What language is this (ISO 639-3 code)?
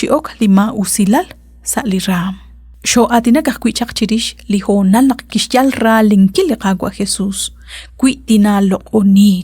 kek